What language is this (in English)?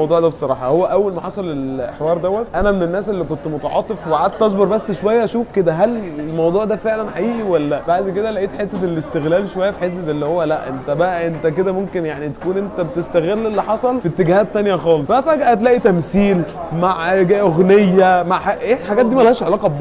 Egyptian Arabic